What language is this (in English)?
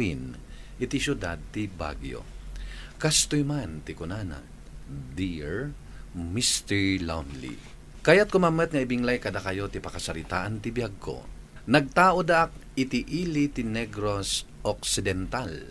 Iloko